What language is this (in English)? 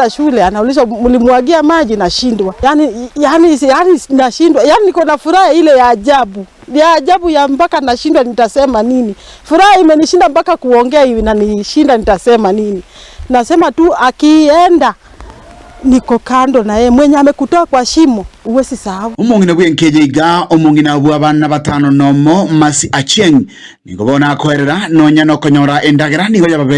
Gusii